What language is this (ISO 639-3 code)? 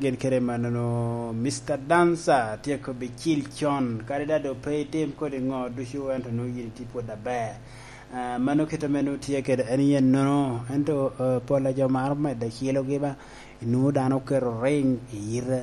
laj